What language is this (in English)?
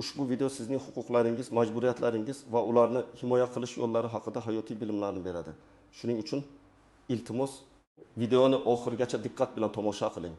Uzbek